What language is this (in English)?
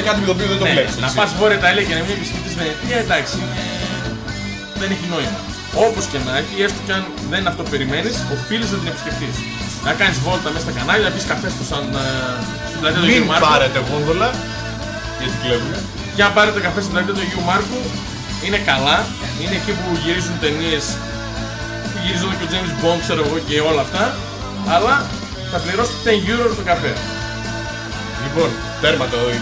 Greek